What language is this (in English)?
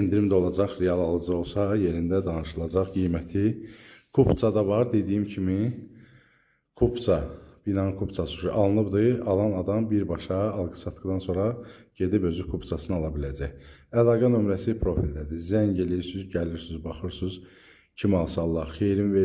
Azerbaijani